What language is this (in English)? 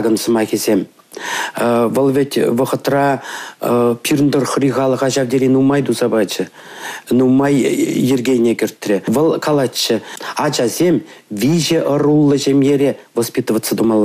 Chuvash